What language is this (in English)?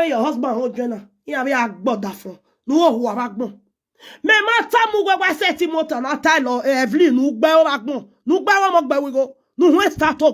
Nigerian Pidgin